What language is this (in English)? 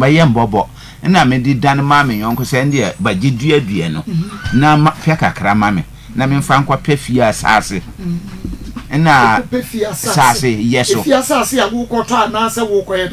Akan